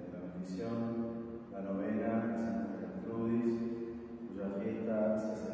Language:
Spanish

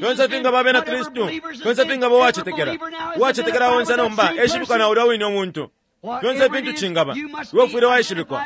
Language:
Bemba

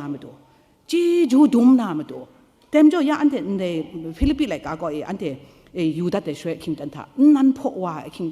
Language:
Kachin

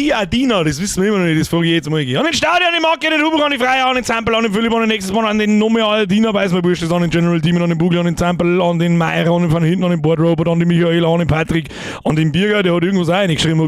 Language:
Bavarian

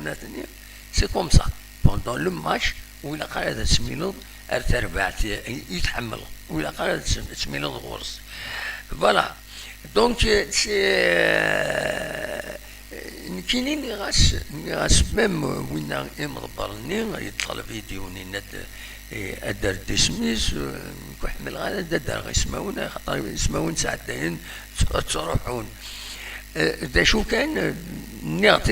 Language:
Kabyle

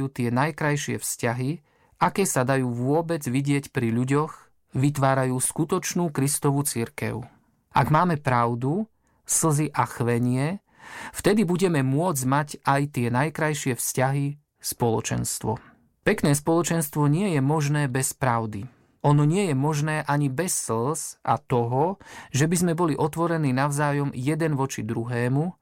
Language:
Slovak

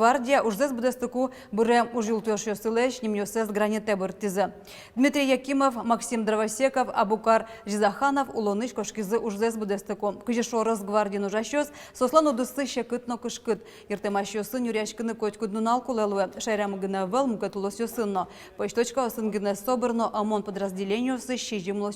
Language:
Udmurt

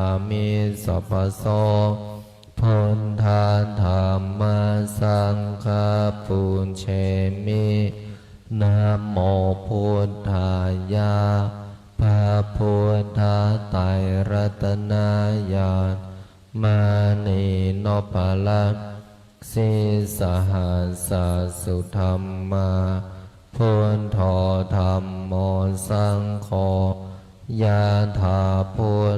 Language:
Pali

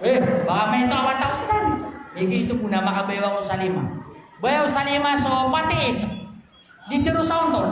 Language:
Maranao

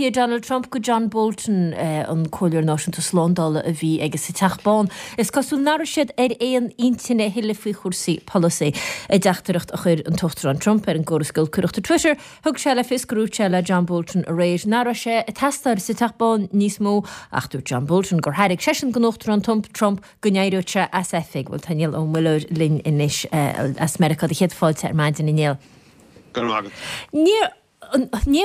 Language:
Irish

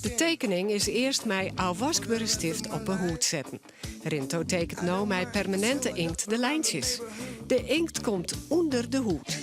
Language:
Western Frisian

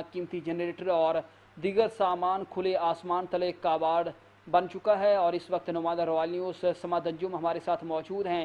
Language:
Urdu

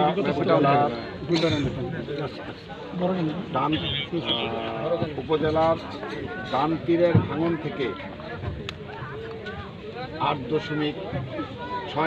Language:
Bangla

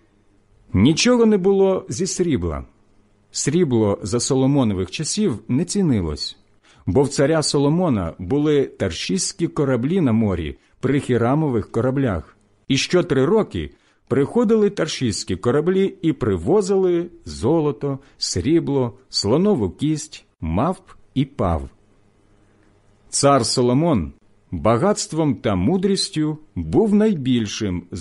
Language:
Ukrainian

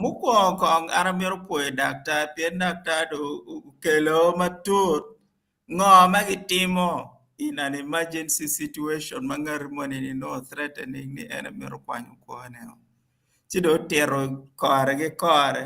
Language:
Acoli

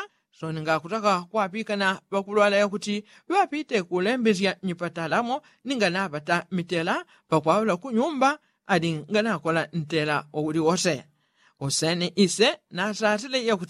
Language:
Yao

